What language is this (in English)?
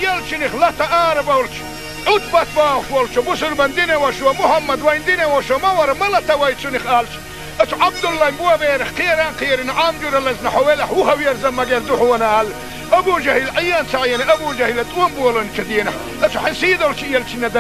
Chechen